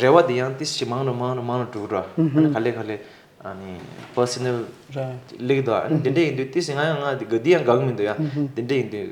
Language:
Tibetan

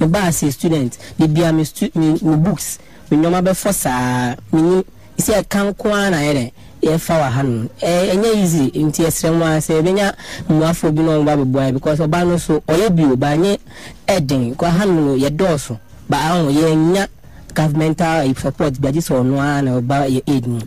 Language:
Akan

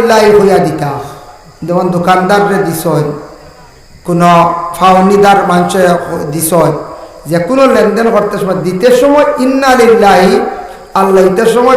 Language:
Sylheti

